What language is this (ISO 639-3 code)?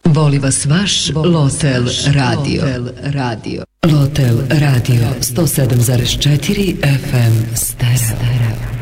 srp